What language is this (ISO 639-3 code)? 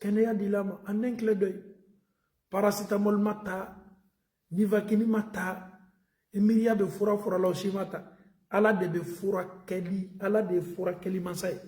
bam